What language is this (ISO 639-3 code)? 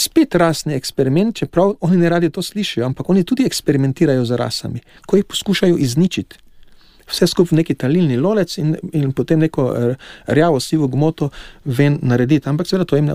slv